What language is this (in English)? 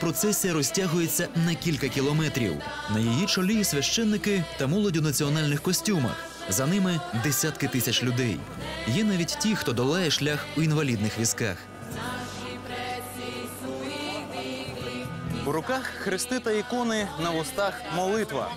Ukrainian